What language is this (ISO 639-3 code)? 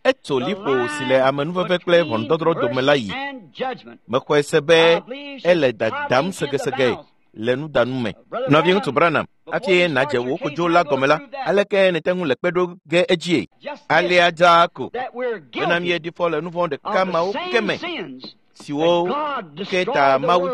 ewe